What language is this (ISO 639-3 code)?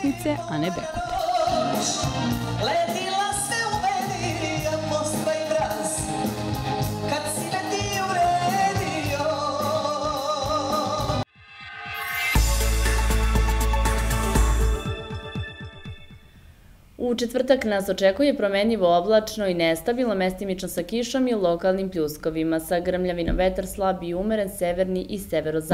srp